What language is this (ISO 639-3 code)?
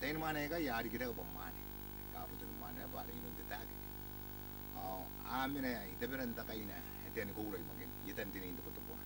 gil